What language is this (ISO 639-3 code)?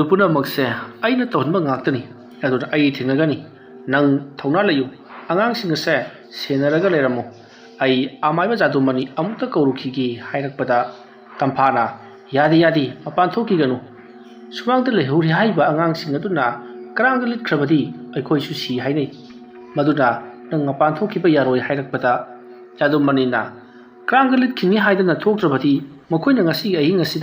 mni